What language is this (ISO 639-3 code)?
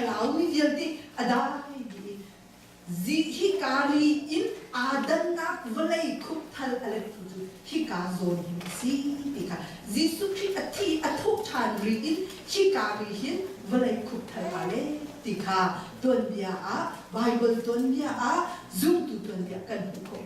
cnh